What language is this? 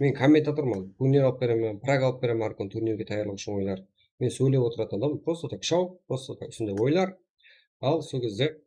Kara-Kalpak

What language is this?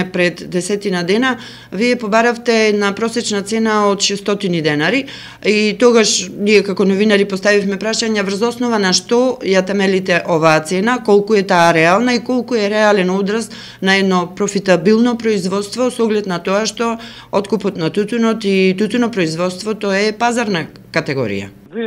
Macedonian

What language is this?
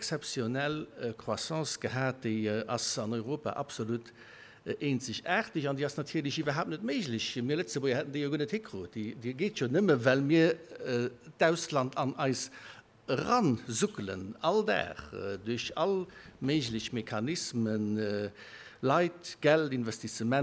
Luxembourgish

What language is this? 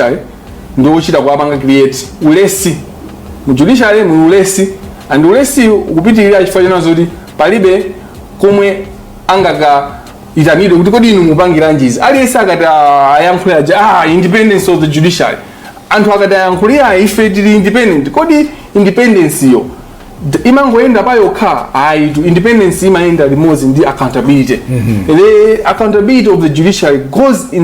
Nyanja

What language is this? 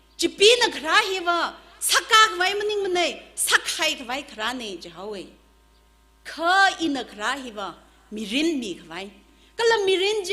Tangkhul Naga (India)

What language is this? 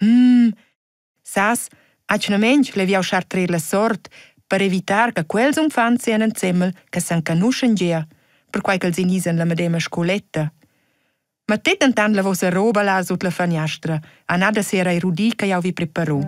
Romansh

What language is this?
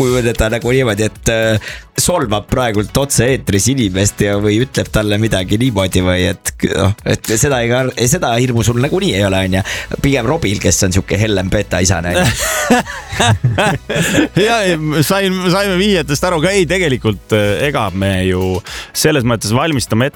Estonian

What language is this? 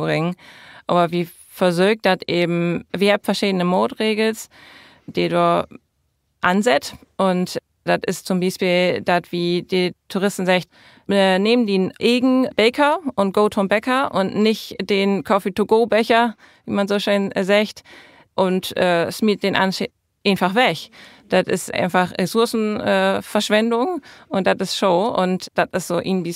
Low German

